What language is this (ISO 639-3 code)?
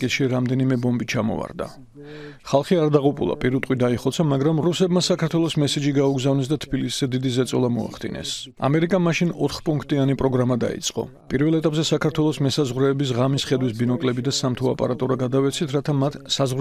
kat